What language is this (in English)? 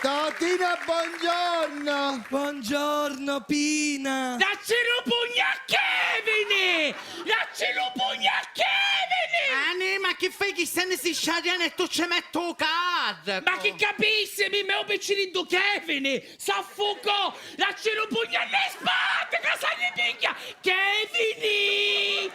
Sicilian